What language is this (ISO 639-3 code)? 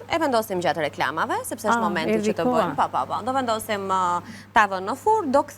sqi